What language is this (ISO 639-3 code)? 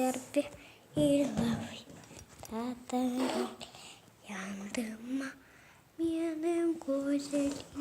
crh